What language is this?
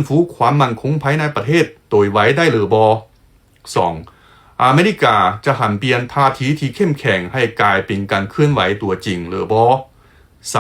Lao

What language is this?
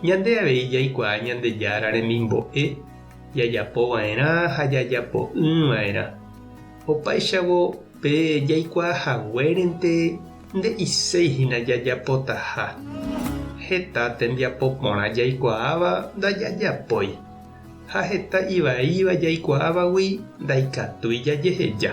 Guarani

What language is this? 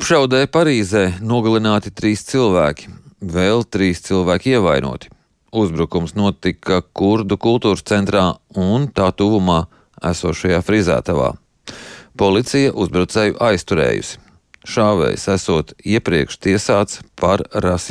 Latvian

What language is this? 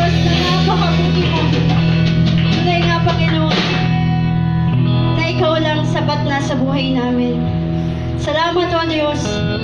Filipino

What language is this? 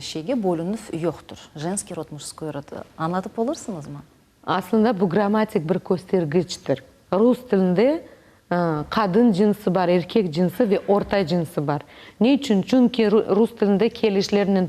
Crimean Tatar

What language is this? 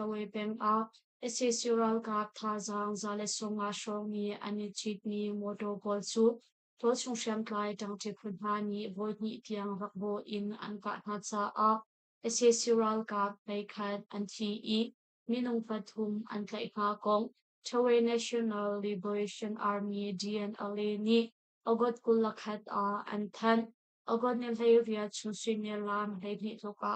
Hakha Chin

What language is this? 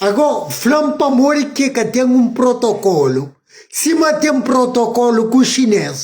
Kabuverdianu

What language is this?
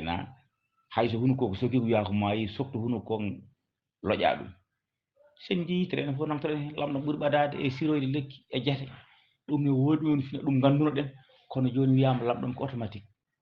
Fula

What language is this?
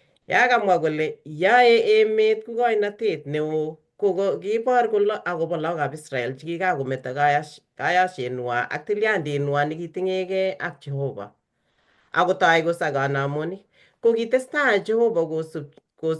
Kalenjin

